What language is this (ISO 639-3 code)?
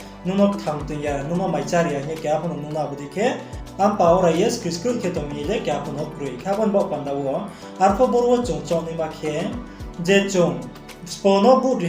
ria